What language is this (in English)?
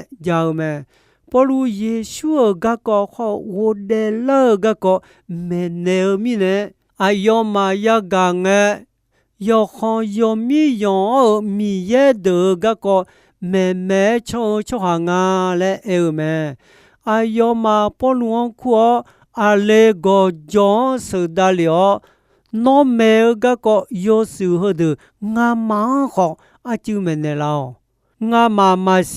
Akha